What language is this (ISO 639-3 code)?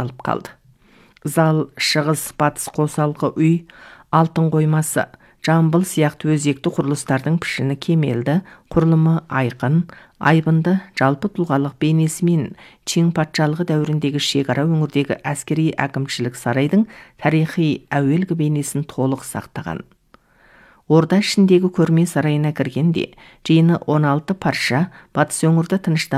kaz